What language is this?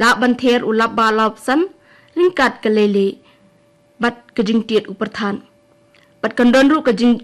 Khasi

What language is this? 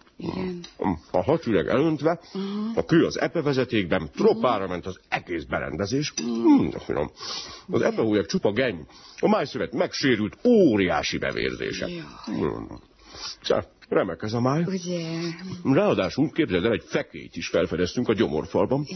Hungarian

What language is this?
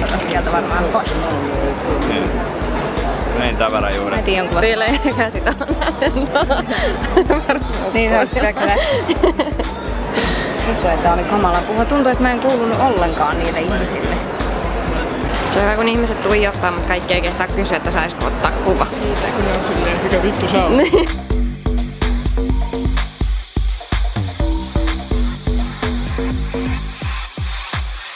Finnish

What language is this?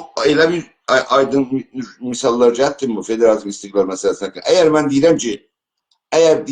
South Azerbaijani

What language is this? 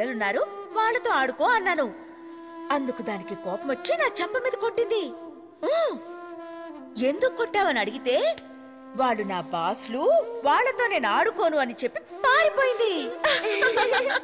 Telugu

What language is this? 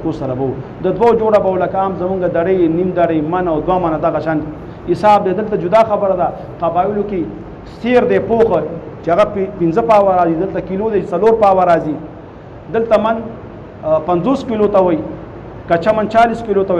Pashto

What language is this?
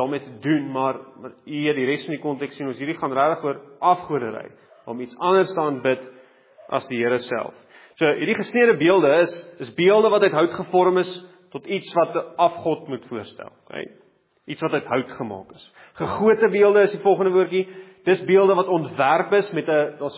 Afrikaans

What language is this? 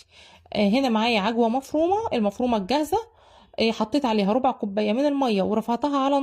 Egyptian Arabic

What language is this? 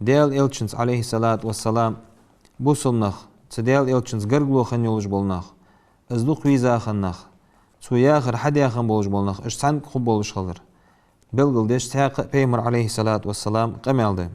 Ingush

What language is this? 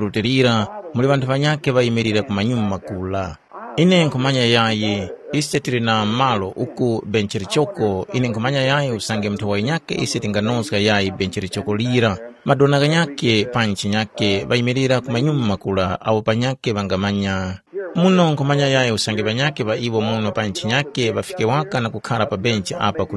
Tumbuka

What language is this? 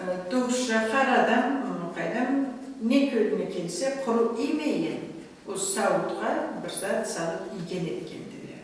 Karachay-Balkar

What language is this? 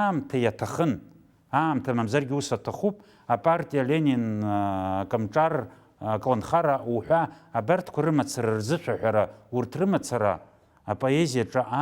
Abkhazian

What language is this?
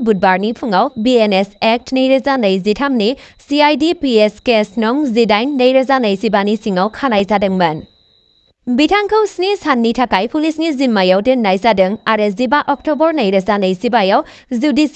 Bodo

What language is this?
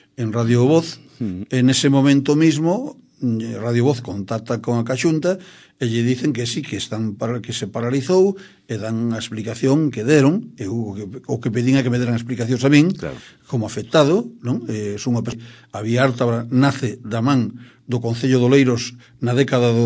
Galician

